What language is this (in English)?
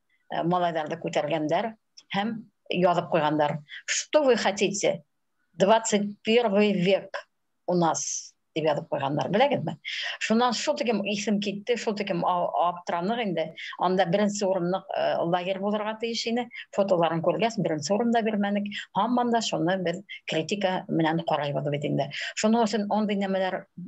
Bashkir